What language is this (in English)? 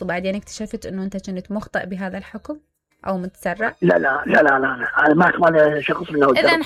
Mesopotamian Arabic